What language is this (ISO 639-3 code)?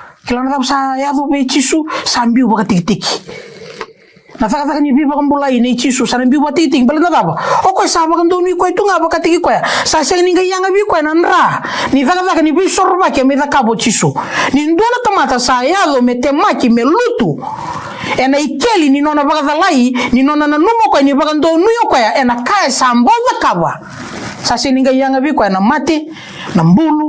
fij